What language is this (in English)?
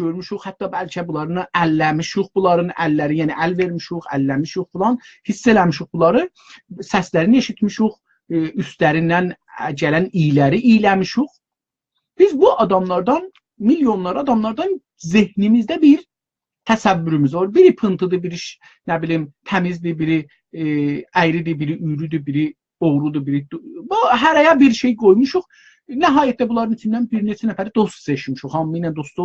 South Azerbaijani